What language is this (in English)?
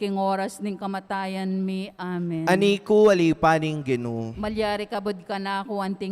Pampanga